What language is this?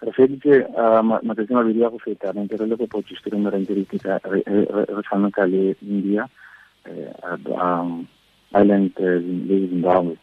Tswana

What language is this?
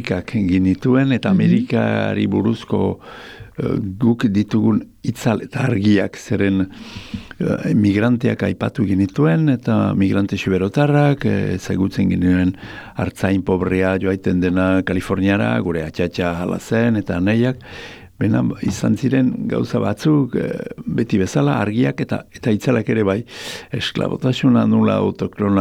Basque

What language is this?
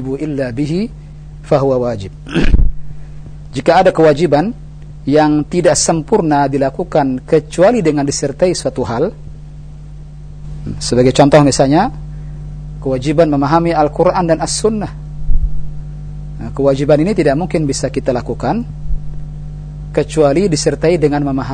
Indonesian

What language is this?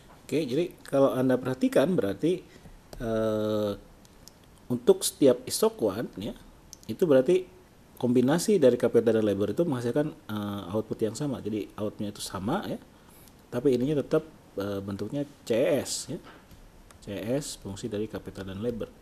Indonesian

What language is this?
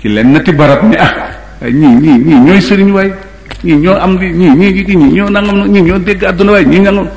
Wolof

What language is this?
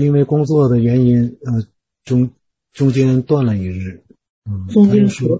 Chinese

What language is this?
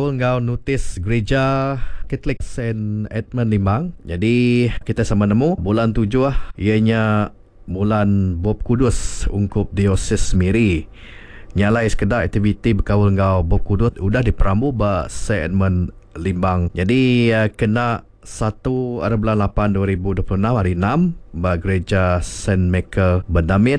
Iban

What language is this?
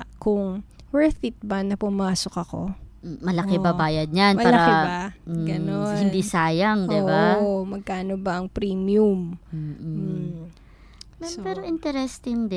Filipino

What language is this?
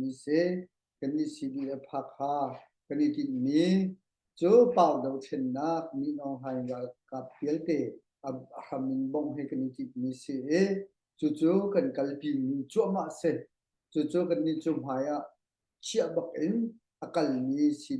Hakha Chin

